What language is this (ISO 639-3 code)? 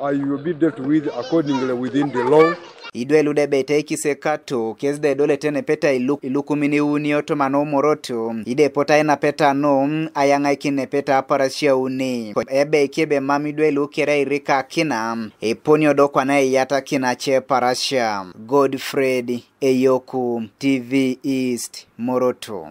teo